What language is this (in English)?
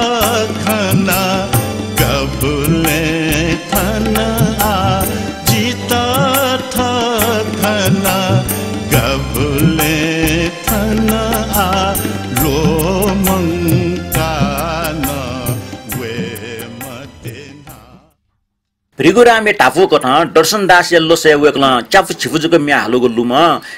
Newari